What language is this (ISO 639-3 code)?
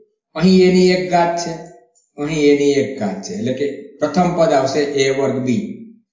guj